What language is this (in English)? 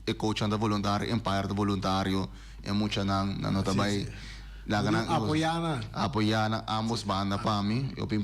Papiamento